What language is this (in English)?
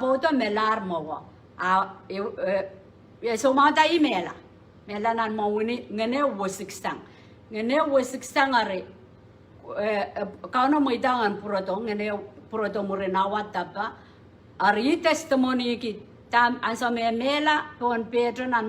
Pohnpeian